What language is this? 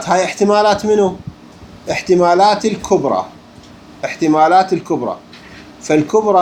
Mesopotamian Arabic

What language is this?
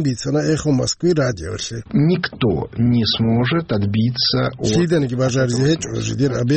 Avaric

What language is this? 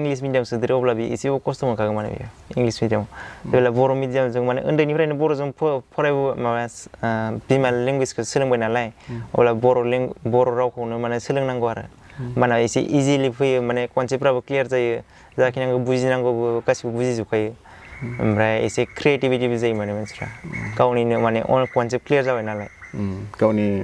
Bodo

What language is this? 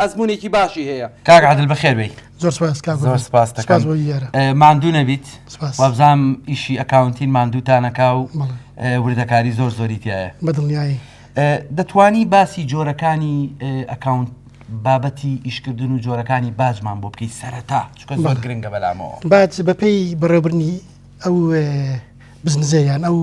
Central Kurdish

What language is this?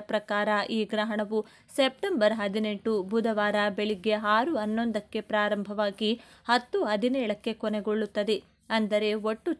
Kannada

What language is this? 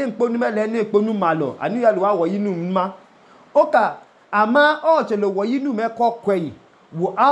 Idoma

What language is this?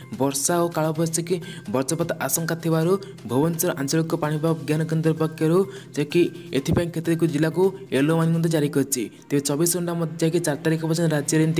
Odia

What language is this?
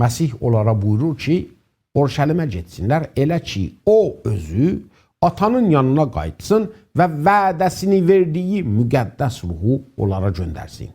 South Azerbaijani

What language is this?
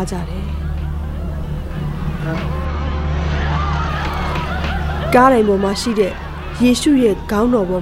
Burmese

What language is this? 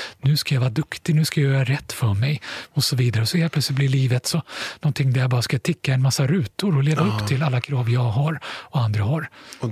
Swedish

